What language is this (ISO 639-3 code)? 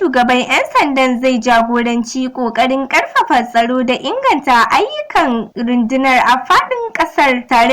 hau